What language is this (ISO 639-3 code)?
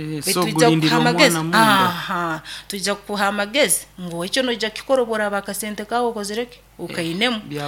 nyo